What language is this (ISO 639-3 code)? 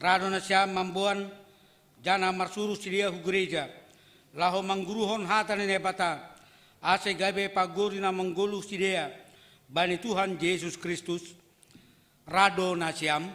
bts